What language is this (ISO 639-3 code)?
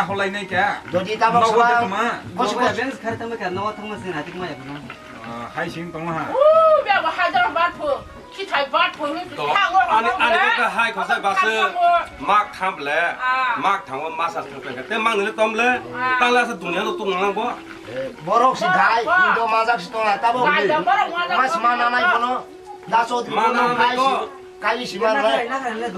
trp